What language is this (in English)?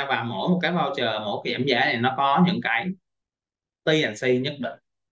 Vietnamese